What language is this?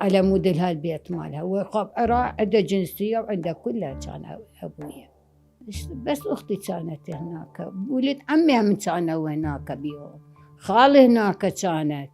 Mesopotamian Arabic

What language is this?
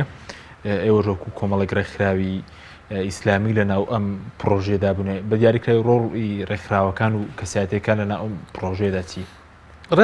Central Kurdish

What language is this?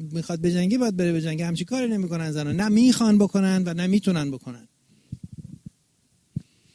Persian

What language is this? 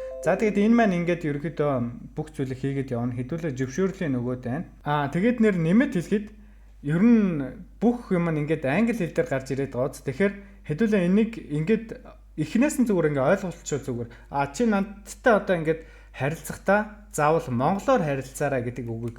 Mongolian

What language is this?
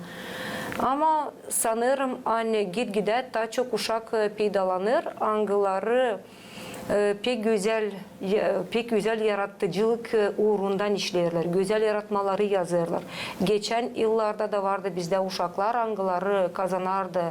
Gagauz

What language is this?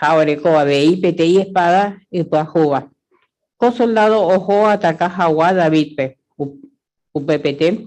Guarani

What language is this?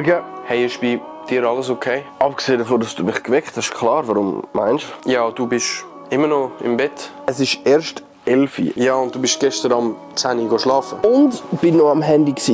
Swiss German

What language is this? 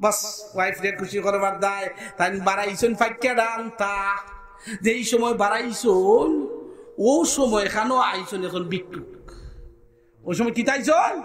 Sylheti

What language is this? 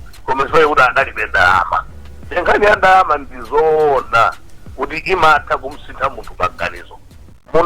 Nyanja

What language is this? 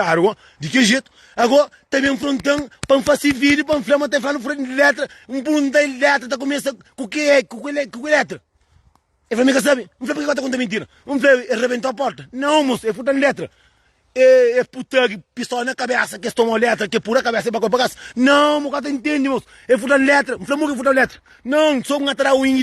Kabuverdianu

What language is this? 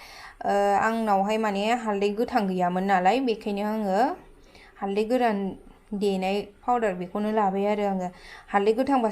Bodo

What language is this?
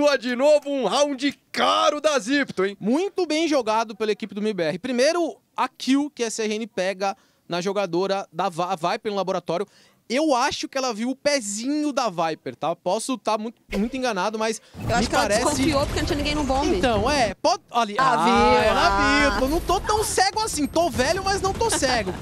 Portuguese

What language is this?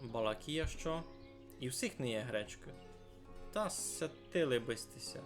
Rusyn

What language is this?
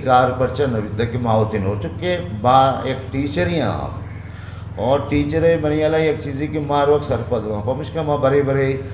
Eastern Balochi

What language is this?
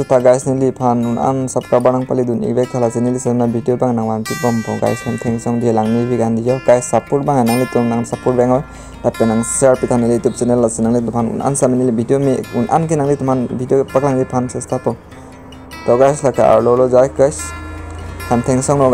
Karbi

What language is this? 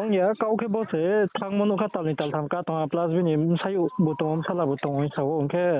Riang (India)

